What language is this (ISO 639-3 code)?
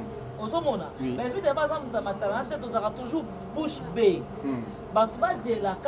lin